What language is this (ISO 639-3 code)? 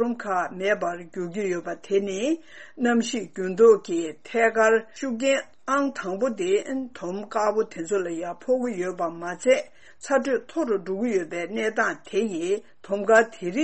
bod